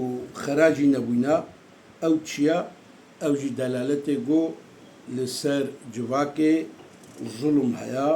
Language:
Kurdish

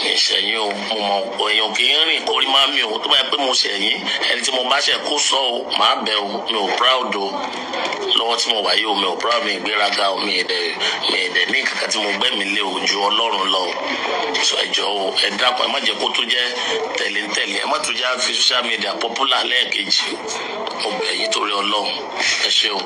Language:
Yoruba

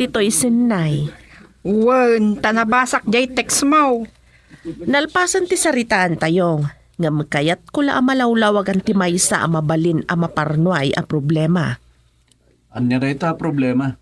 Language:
Iloko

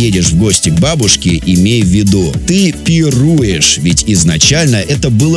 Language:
Russian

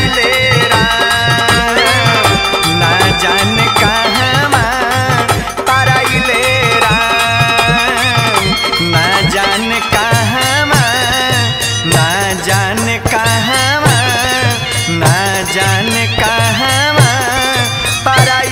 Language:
Bhojpuri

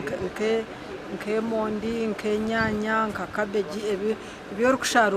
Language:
Nyankole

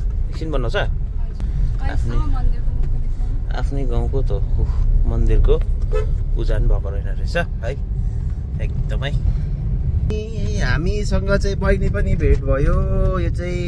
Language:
Nepali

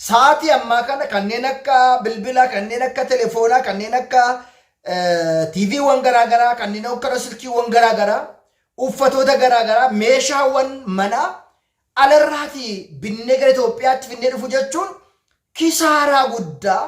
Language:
Oromo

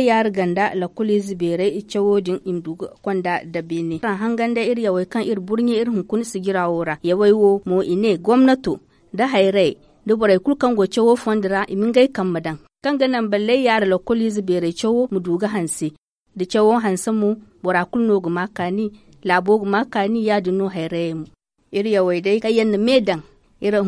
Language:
Zarma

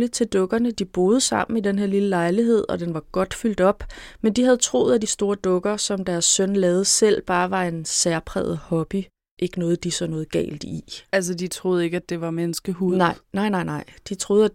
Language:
Danish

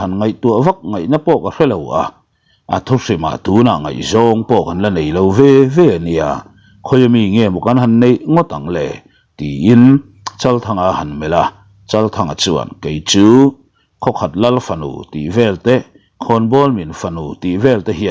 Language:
Mizo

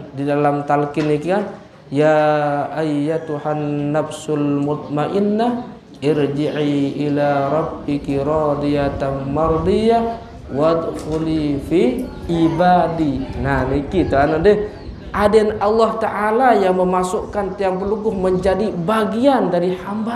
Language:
Sasak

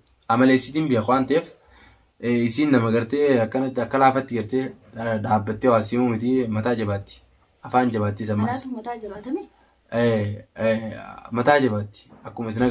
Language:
Oromo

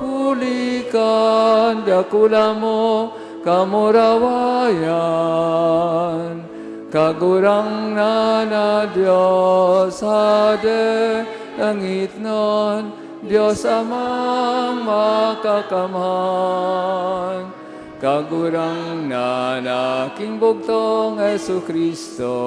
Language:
Bikol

